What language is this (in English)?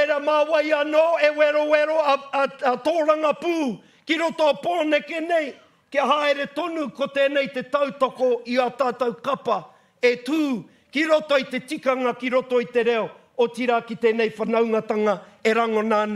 Māori